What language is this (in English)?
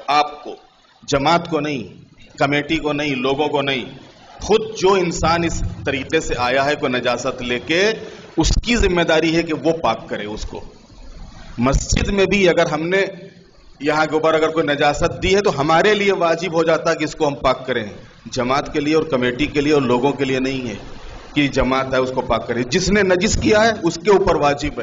Urdu